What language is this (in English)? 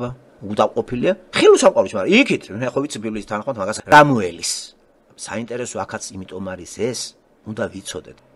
Georgian